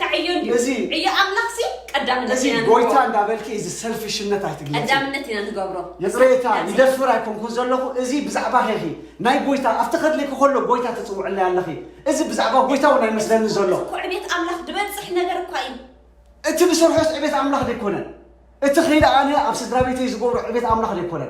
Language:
Tigrinya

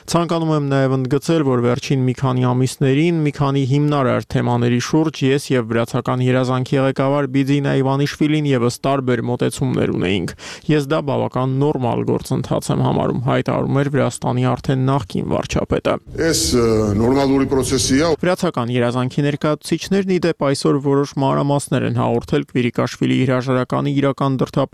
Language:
Armenian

